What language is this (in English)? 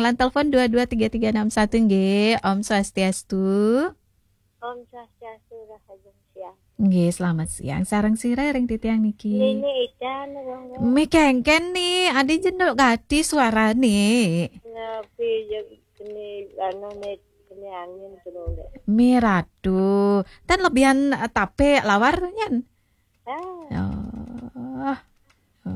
Balinese